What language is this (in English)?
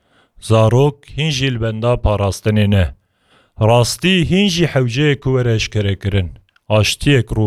Kurdish